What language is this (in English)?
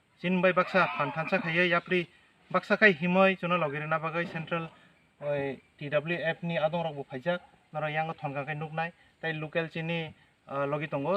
Kok Borok